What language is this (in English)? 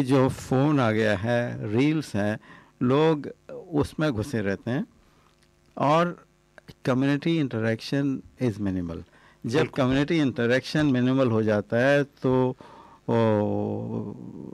Hindi